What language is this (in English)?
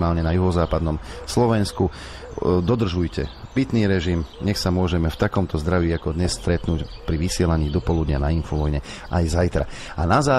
Slovak